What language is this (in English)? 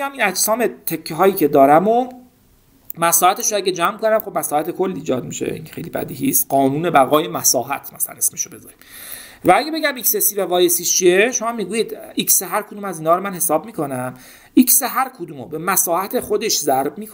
Persian